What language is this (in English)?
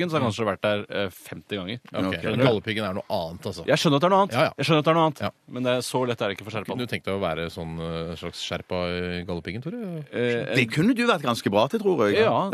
Norwegian